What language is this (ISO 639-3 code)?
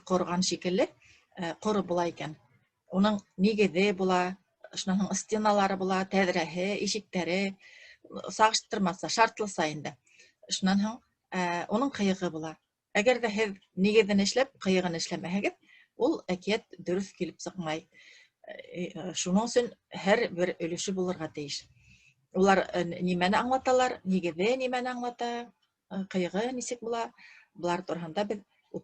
bak